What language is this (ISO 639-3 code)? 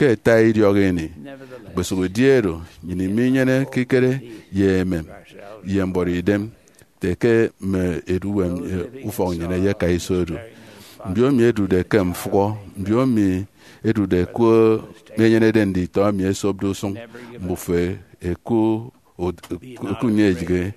efi